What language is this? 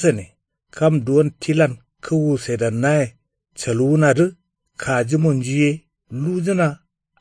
Kanuri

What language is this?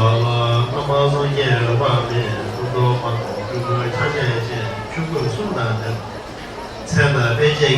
Tibetan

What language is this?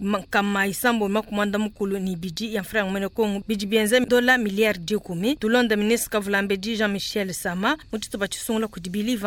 Luba-Lulua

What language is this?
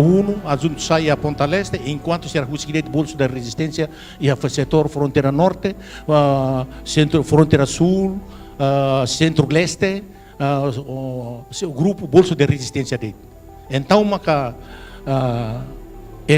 Tetum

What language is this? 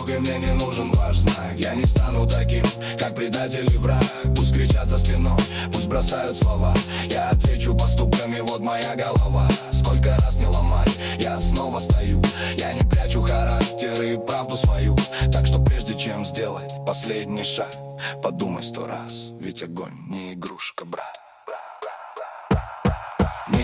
Russian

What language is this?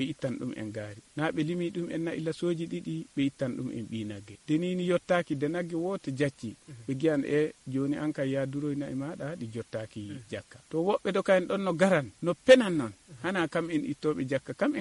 Nigerian Fulfulde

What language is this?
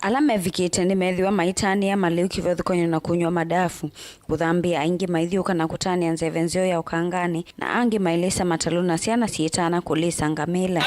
Kamba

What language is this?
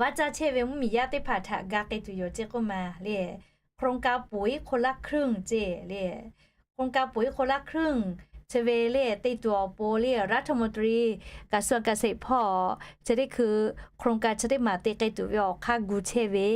Lahu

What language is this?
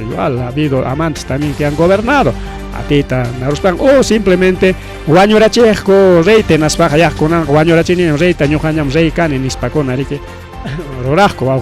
Ayacucho Quechua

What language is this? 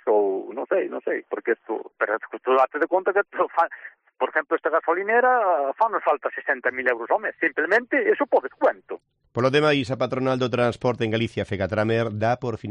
Galician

